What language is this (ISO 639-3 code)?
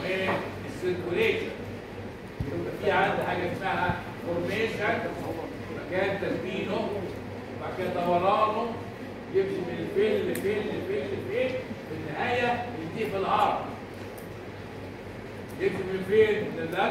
arz